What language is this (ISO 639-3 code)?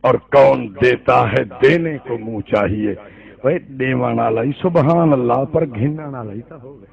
skr